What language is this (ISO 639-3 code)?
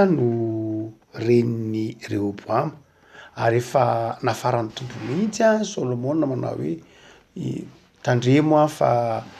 mlg